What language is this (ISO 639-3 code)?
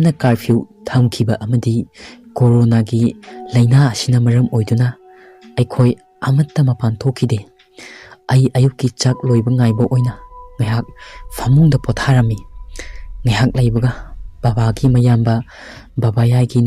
mni